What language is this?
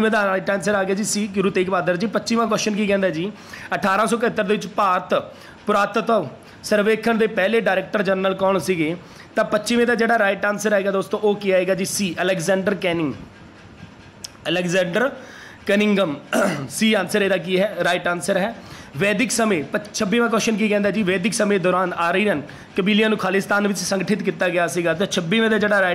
Punjabi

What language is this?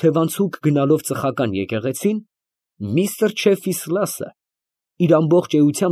Armenian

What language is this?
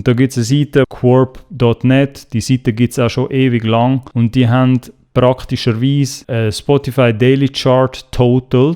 Swiss German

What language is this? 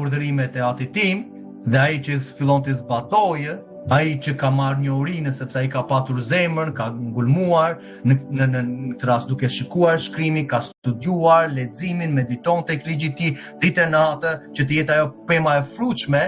Albanian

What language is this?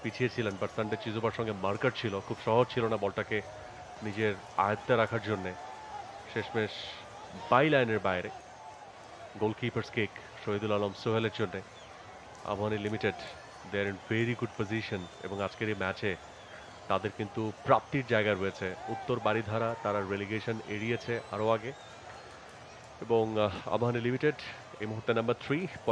Bangla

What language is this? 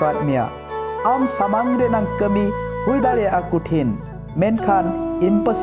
Santali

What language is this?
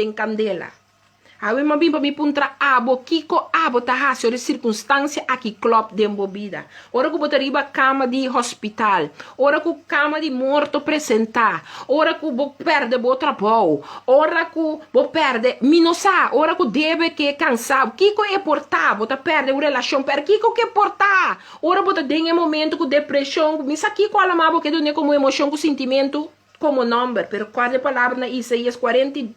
Papiamento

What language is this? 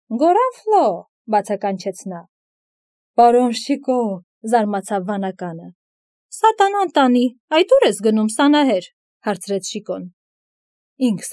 Armenian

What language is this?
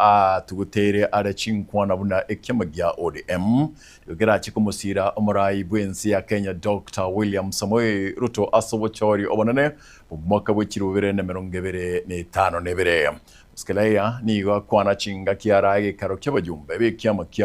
Gusii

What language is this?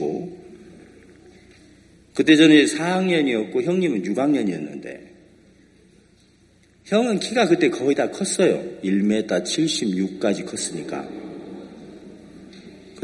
Korean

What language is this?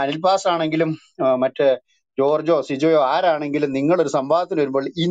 Malayalam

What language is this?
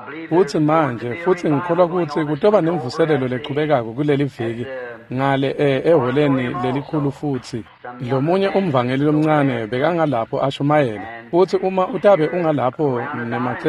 Swati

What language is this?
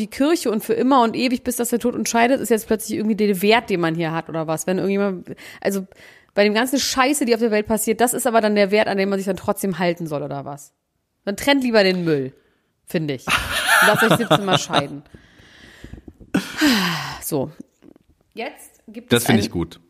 German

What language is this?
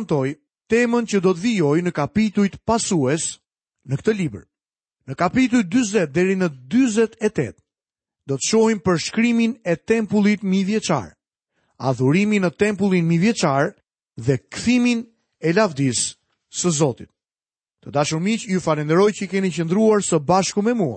Albanian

